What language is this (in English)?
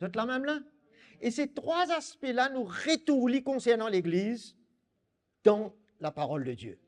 Morisyen